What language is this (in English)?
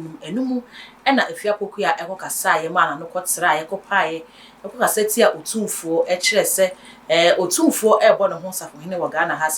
Akan